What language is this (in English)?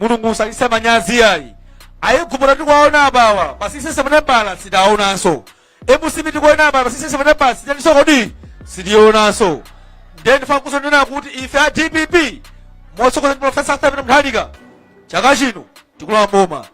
Nyanja